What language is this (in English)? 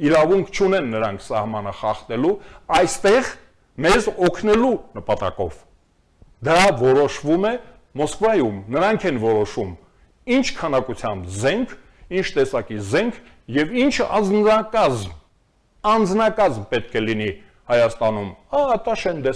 Armenian